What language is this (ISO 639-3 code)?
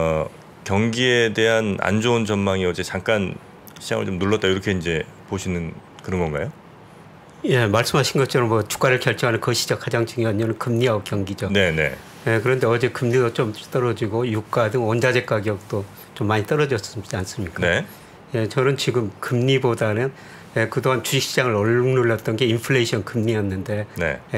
kor